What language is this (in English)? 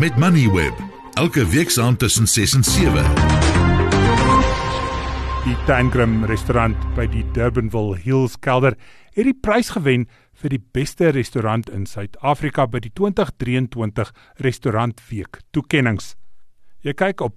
Afrikaans